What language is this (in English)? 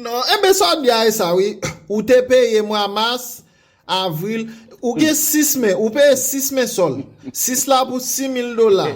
Haitian Creole